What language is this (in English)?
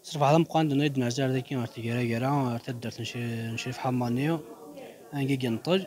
Kabyle